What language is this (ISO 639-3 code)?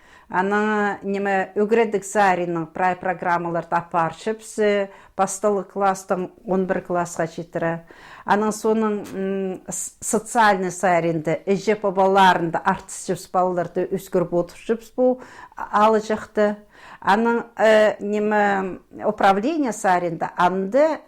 kjh